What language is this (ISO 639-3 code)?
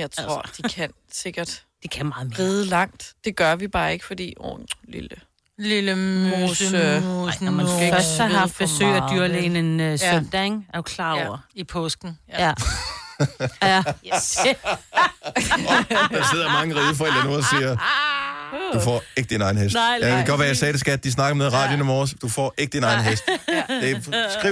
dan